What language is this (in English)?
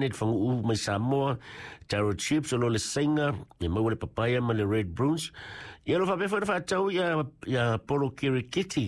Samoan